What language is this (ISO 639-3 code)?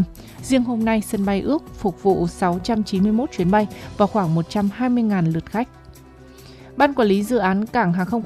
vie